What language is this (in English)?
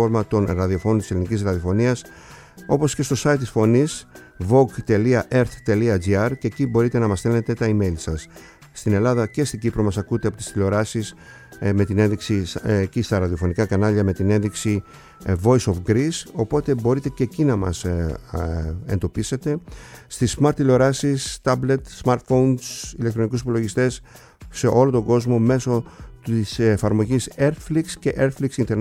Greek